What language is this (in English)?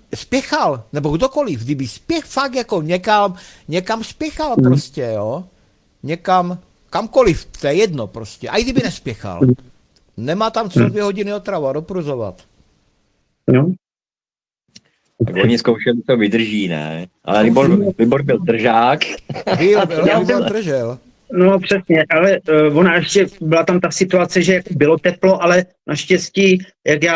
Czech